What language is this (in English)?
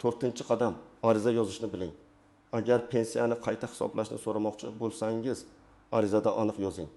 Uzbek